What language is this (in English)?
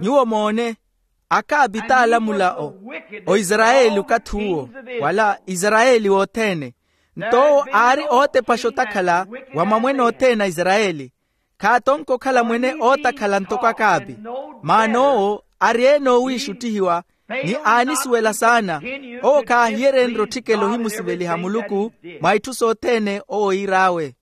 Makhuwa